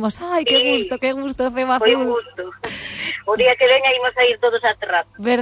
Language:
Galician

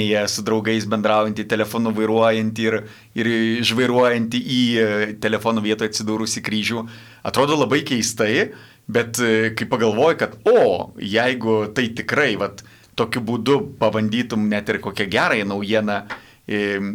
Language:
Lithuanian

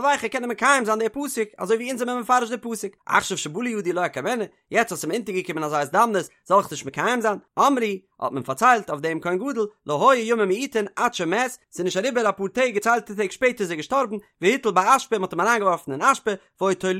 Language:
Yiddish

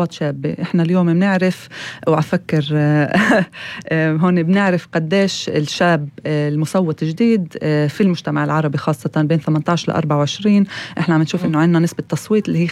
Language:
North Levantine Arabic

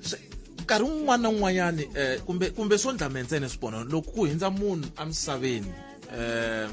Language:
Tsonga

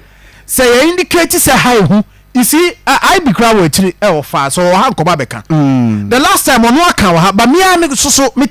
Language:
Akan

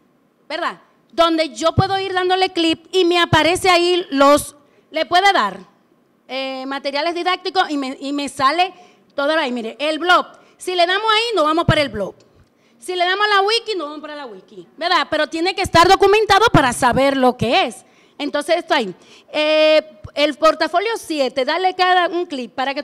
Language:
Spanish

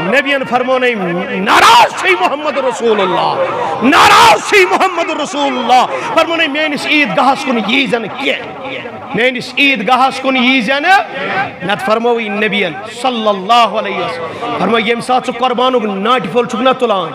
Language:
Kashmiri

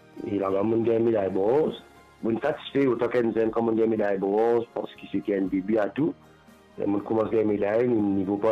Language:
Morisyen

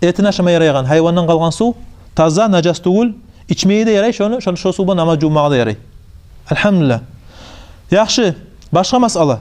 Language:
Kumyk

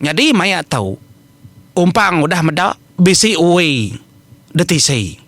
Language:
Iban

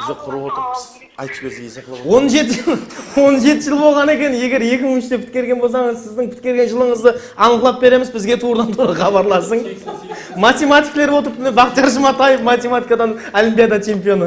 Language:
Kara-Kalpak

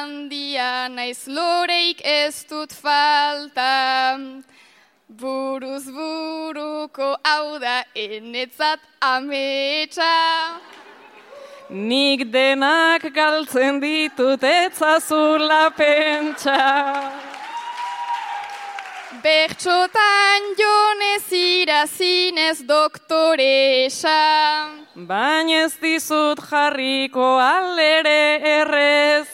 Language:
Basque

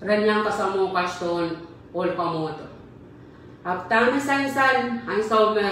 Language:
Pohnpeian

